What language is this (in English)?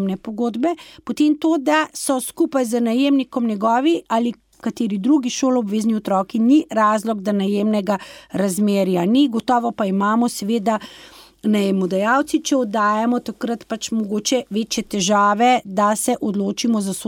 Slovenian